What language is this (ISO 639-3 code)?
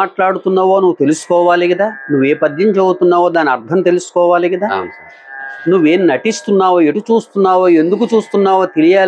tel